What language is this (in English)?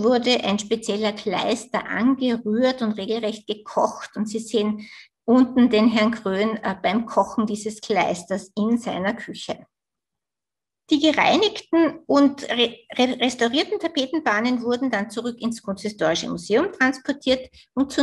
German